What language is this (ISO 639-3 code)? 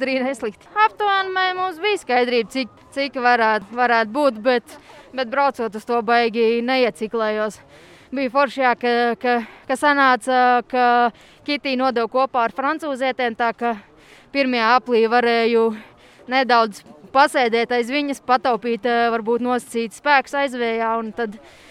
lav